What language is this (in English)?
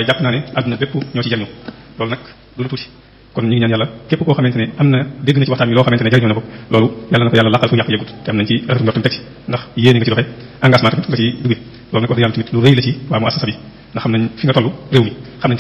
Wolof